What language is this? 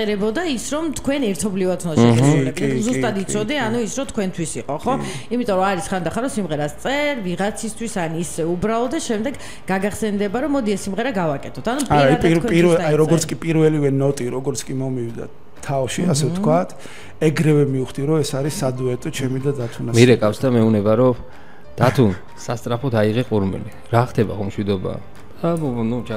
Georgian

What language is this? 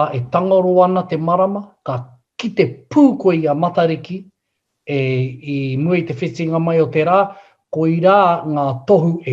Māori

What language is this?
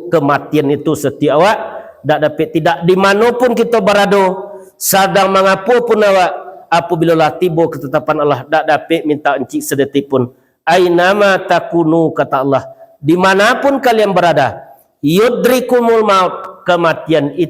Minangkabau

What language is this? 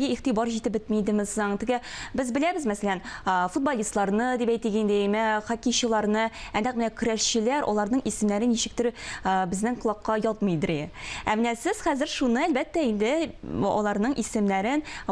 Tatar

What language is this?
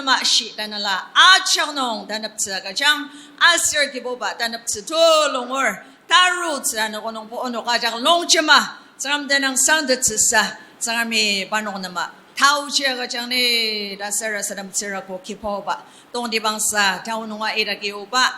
Ao Naga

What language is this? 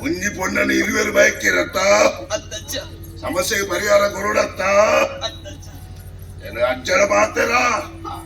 Tulu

